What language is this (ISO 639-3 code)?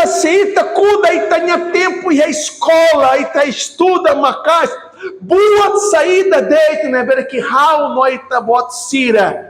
tet